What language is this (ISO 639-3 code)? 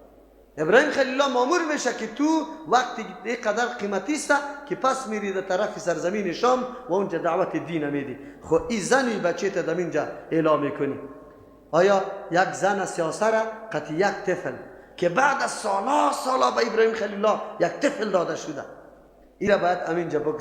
fas